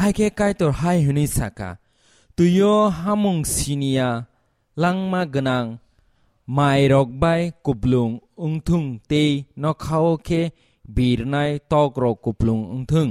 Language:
Kok Borok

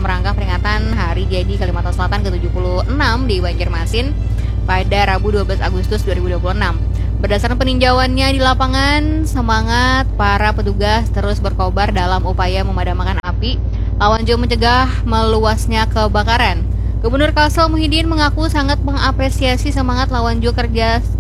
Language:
Banjar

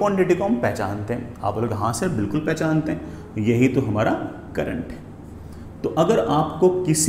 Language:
Hindi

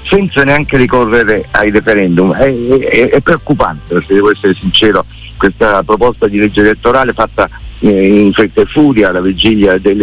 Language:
Italian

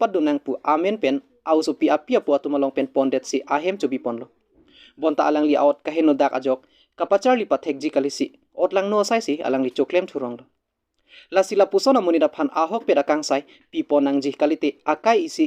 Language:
Karbi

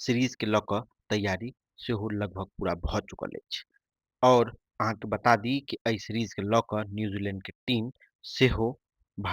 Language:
Maithili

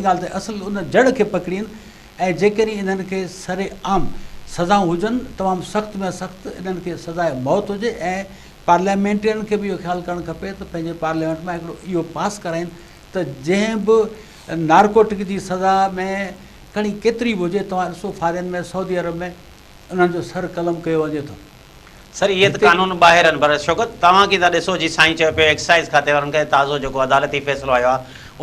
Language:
Sindhi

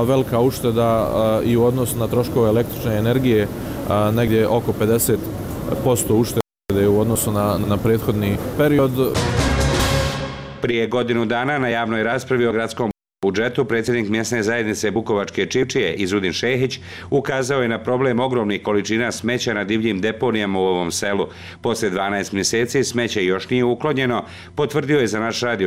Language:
Bosnian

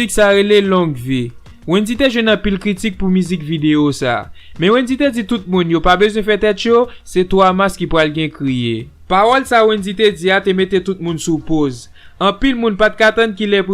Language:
Haitian Creole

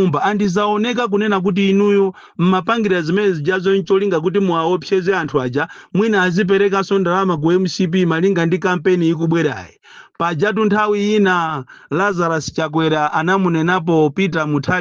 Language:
Nyanja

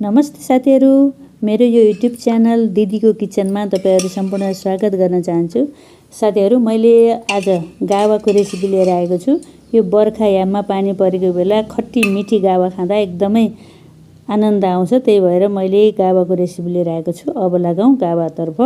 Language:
Nepali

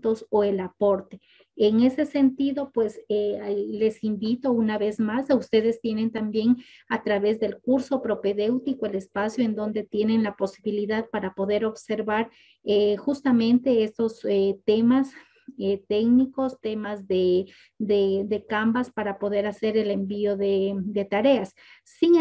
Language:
Spanish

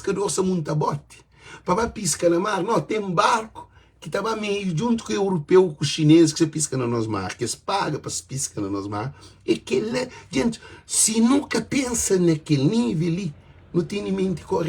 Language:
Kabuverdianu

